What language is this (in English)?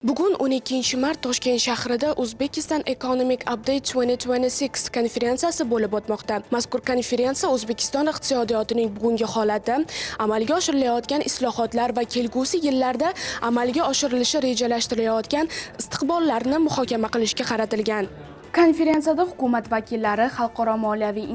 Uzbek